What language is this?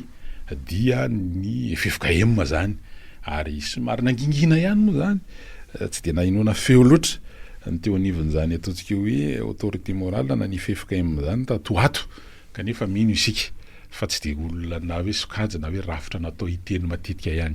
Malagasy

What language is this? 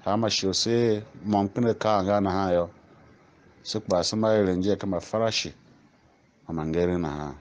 Tiv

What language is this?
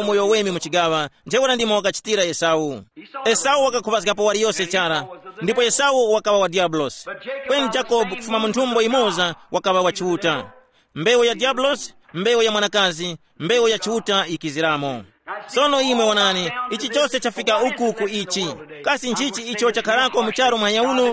Tumbuka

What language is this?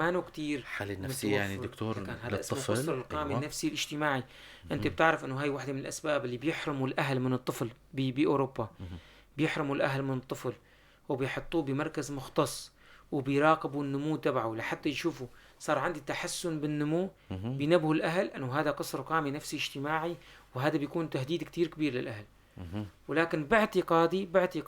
North Levantine Arabic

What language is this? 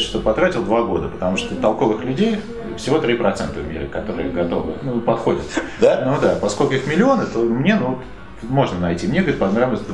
Russian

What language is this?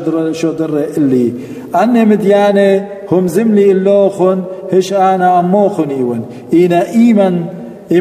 Assyrian Neo-Aramaic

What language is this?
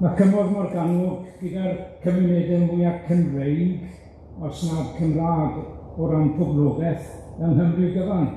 Welsh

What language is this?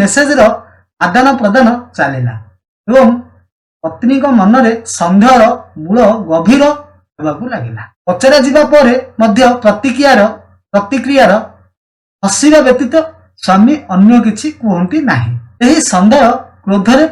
Odia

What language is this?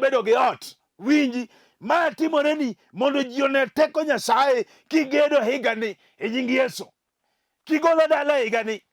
Luo (Kenya and Tanzania)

